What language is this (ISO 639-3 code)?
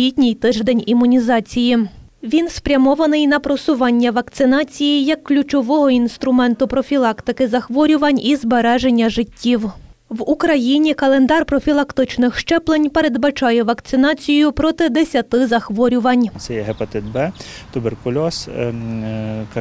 ukr